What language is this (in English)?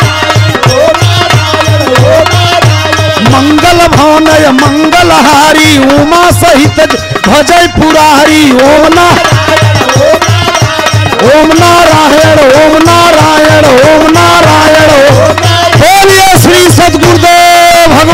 Bhojpuri